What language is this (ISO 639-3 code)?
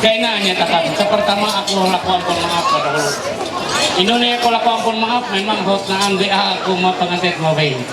mhy